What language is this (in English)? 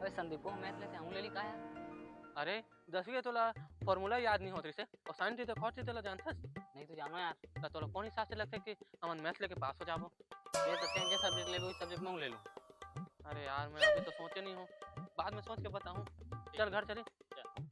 Chhattisgarhi